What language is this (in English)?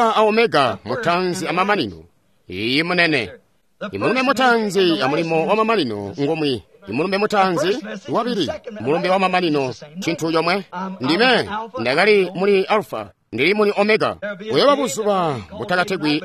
Tonga (Zambia)